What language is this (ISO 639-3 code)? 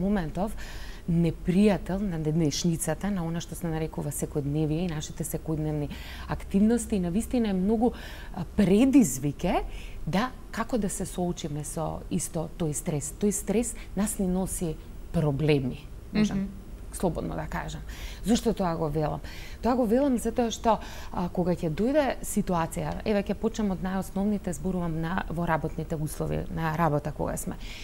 mkd